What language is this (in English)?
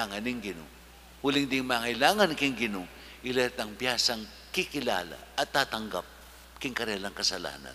Pampanga